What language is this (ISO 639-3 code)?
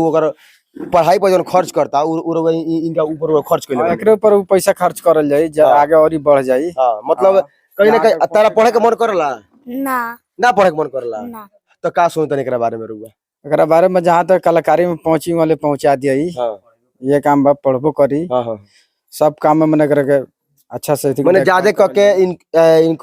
bho